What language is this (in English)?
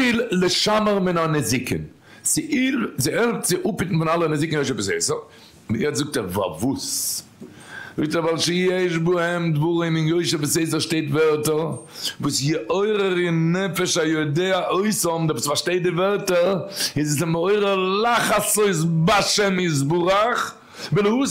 Yiddish